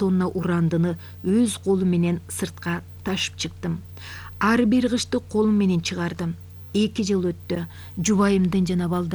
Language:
Kyrgyz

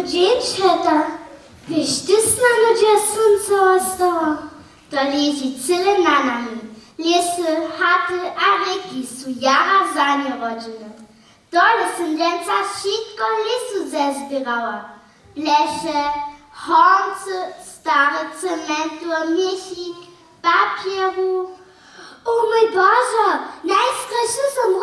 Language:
Upper Sorbian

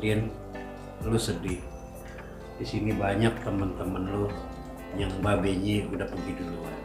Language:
Betawi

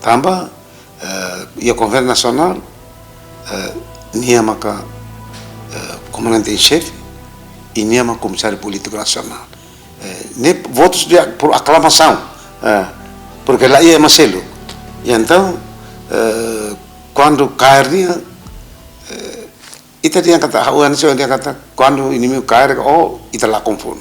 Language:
Tetum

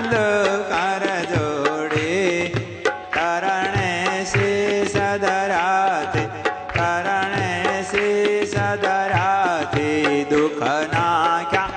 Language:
Gujarati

